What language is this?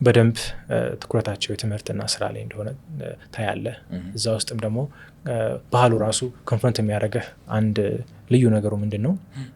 Amharic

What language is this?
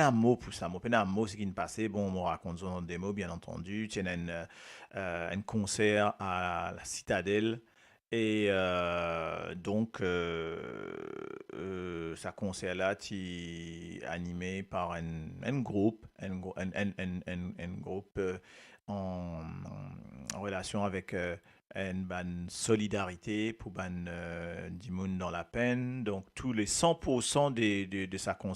Morisyen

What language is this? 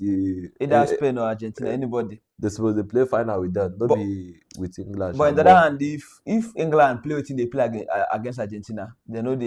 Nigerian Pidgin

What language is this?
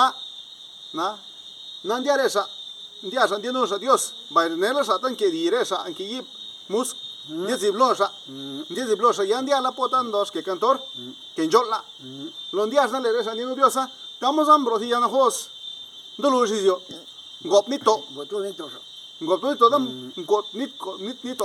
Zapotec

